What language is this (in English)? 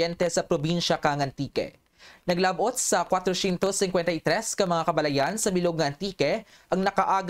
Kinaray-a